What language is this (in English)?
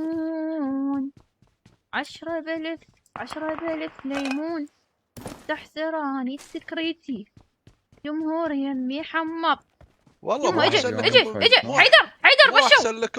Mesopotamian Arabic